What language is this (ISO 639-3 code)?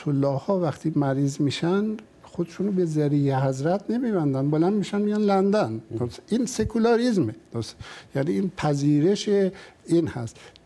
fas